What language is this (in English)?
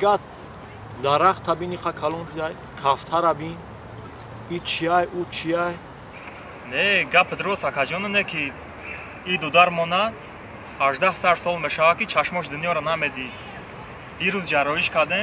Tajik